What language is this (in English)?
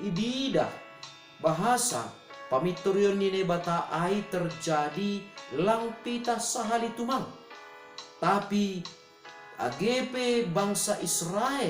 Batak Simalungun